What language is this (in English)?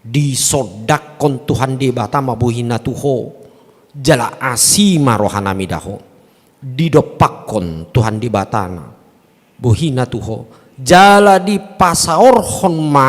Batak Toba